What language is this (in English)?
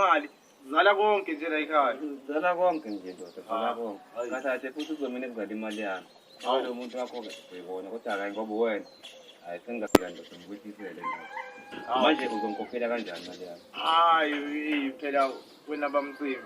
Zulu